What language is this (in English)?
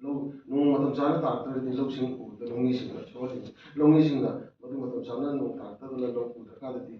Manipuri